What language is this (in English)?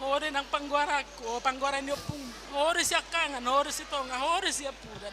Batak Toba